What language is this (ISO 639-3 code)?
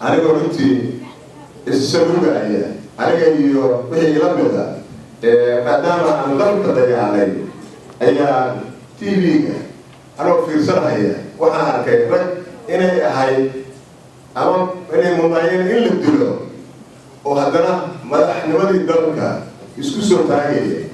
som